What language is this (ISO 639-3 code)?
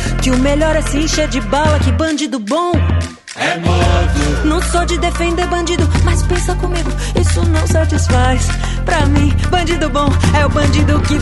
por